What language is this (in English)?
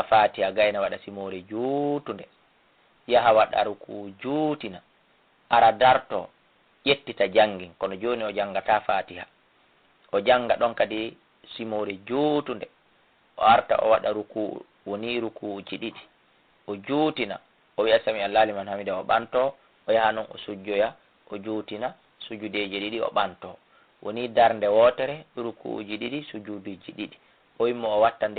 Fula